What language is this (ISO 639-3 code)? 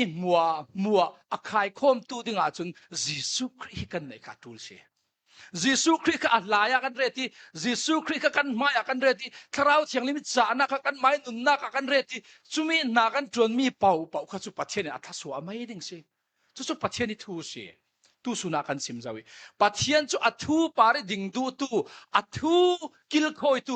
cfm